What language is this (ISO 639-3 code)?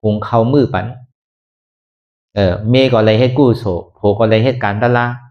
shn